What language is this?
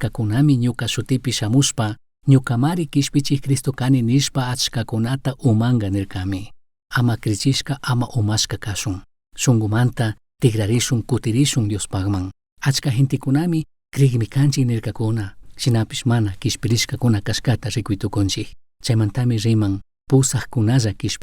Chimborazo Highland Quichua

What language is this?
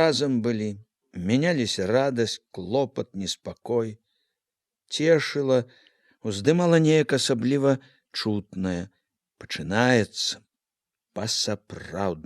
Belarusian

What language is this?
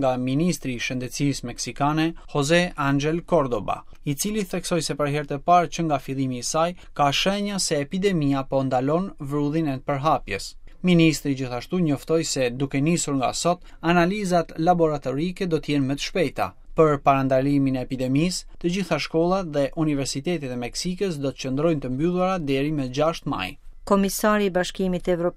Albanian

